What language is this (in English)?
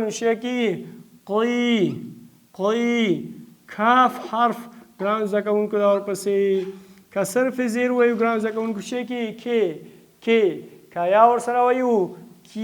Pashto